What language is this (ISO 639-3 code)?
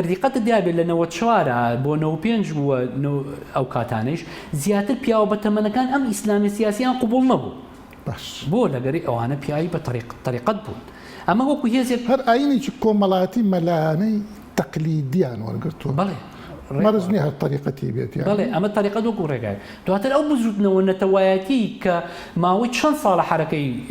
ckb